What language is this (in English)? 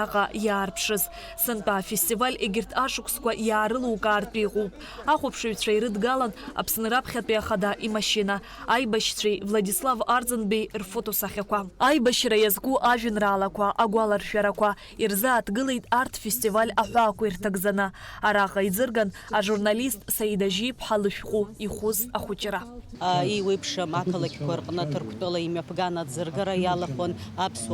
Abkhazian